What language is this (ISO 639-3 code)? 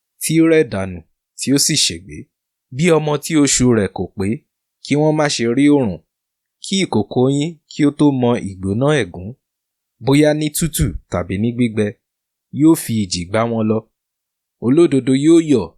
yor